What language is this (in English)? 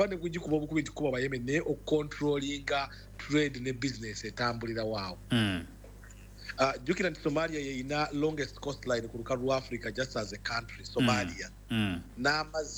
Ganda